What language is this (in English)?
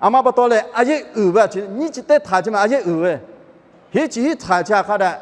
Lahu